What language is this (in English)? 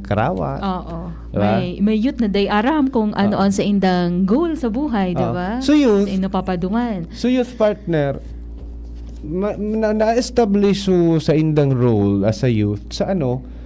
Bikol